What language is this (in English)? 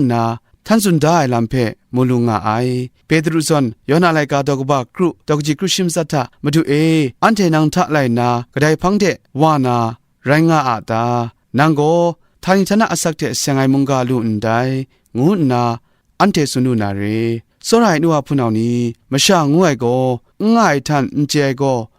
Kachin